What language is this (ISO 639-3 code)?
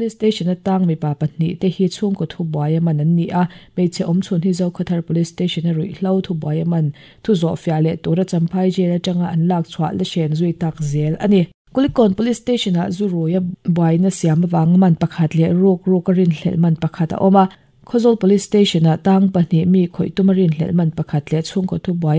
lus